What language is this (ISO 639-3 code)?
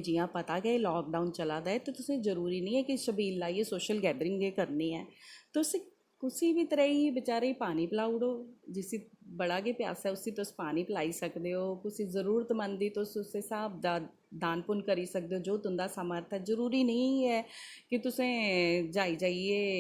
doi